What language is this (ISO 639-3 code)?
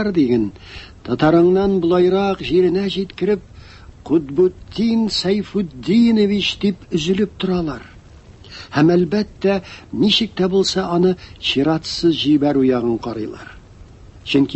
tat